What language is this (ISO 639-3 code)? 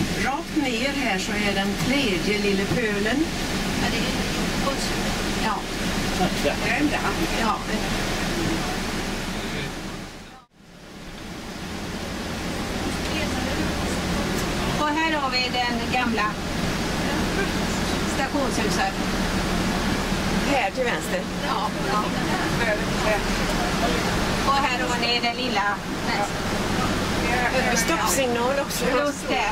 swe